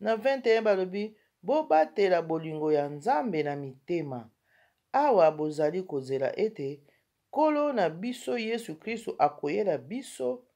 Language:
Lingala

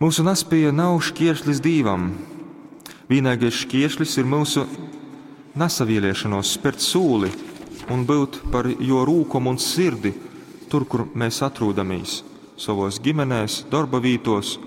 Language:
Latgalian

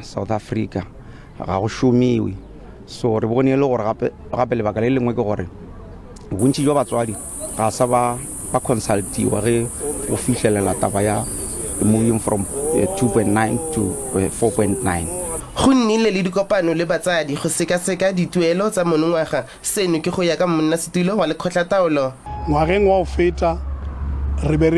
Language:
Tswana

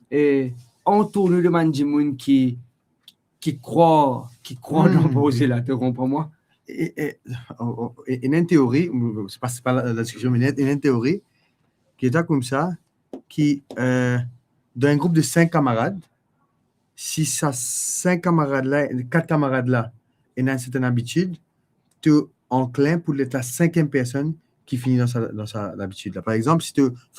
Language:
Morisyen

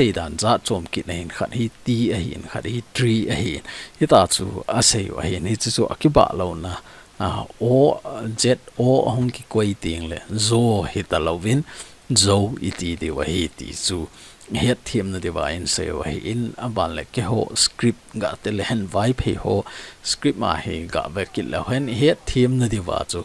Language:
Thado Chin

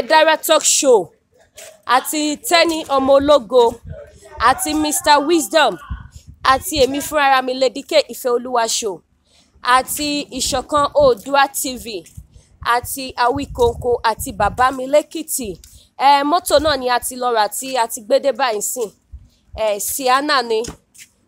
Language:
Yoruba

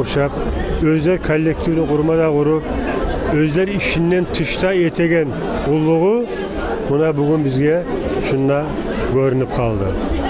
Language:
Kumyk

